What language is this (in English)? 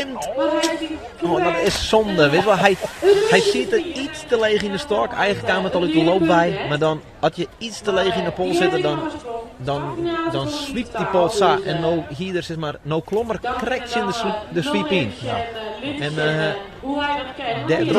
Western Frisian